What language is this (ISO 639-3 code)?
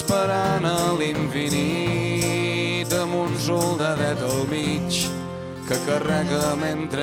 cat